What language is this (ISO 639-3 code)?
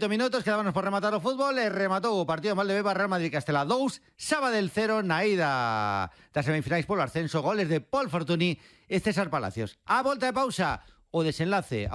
glg